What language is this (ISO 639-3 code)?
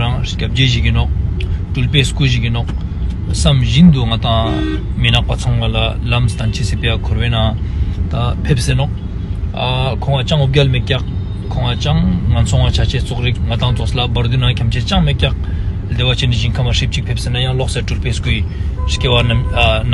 lbj